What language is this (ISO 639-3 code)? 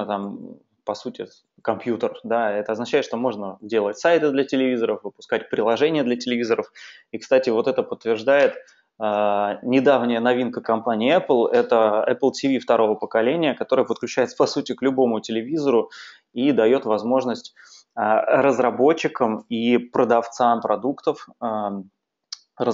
rus